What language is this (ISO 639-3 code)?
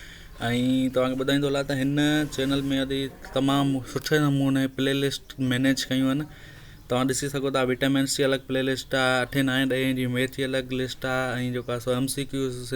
snd